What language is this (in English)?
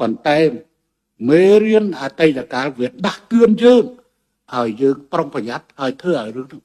Khmer